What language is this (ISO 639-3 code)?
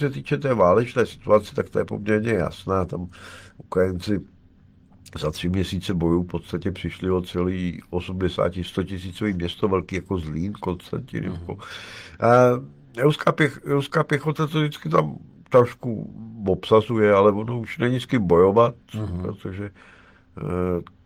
ces